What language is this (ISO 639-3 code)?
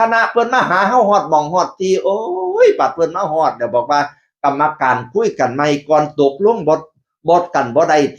tts